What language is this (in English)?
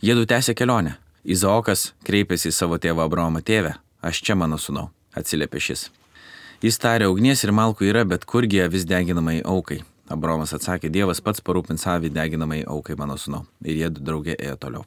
Lithuanian